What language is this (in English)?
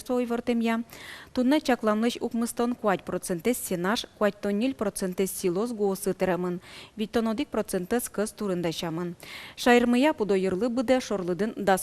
Udmurt